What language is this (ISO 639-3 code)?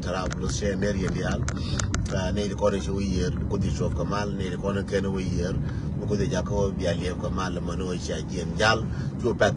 nus